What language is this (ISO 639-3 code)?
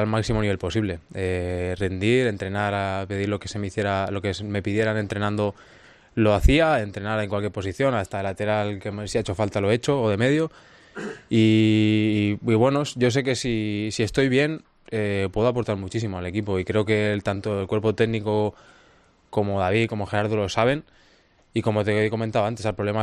spa